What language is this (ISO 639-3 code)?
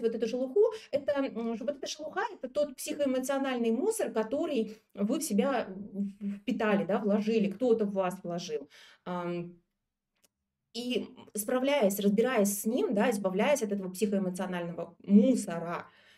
rus